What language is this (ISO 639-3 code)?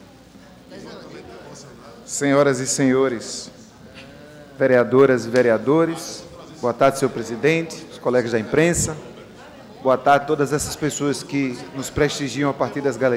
por